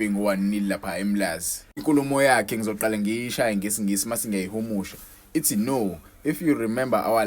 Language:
Zulu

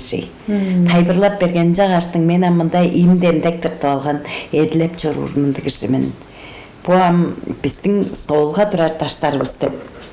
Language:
Tuvinian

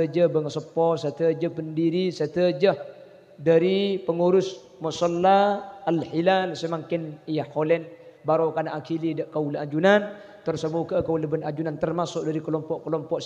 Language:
Madurese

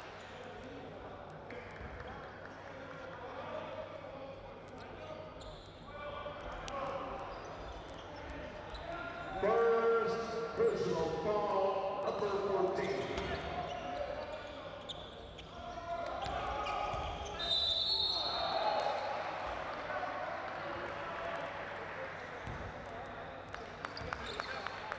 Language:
Spanish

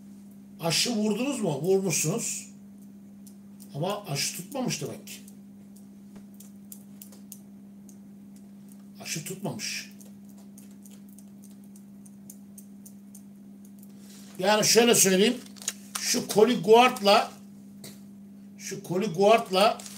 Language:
Turkish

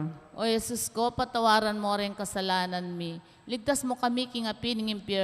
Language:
Pampanga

